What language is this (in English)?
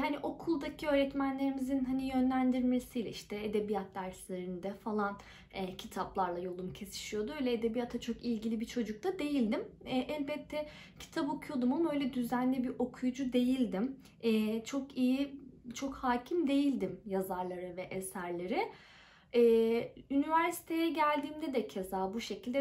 Turkish